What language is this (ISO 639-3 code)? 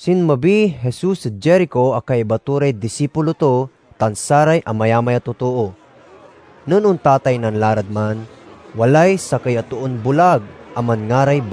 pag